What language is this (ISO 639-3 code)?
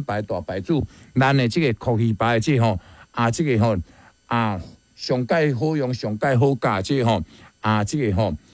nan